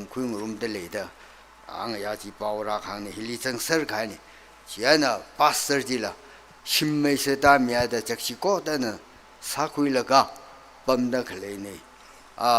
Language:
Tangkhul Naga (India)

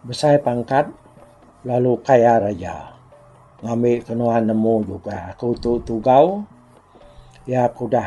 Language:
Iban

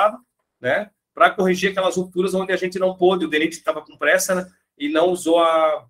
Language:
Portuguese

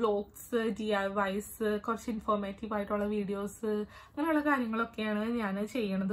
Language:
Malayalam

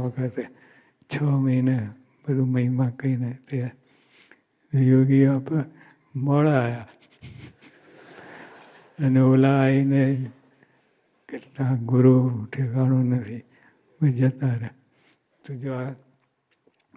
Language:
Gujarati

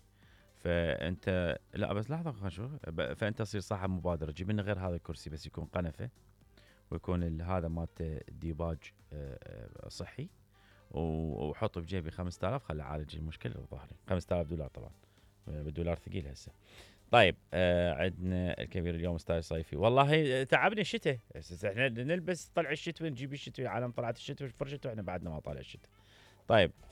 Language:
Mesopotamian Arabic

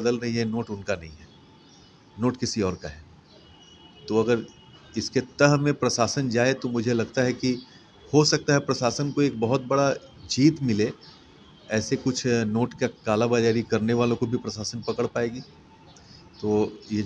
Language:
Hindi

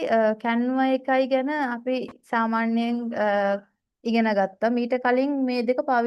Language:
Sinhala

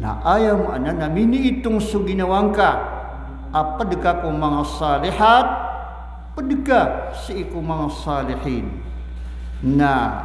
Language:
Maranao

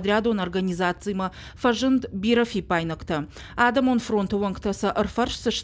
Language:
Ossetic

